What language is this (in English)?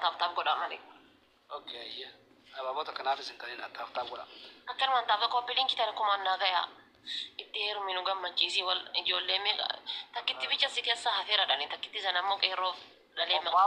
Oromo